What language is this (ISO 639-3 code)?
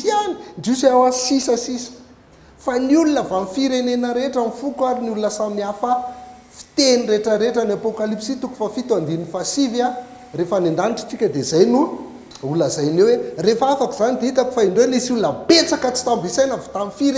mlg